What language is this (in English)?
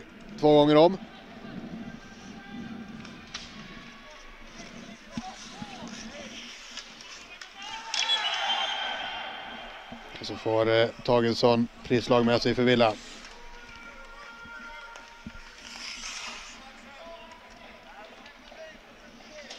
Swedish